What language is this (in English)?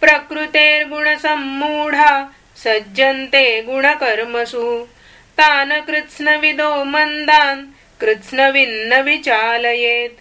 Sanskrit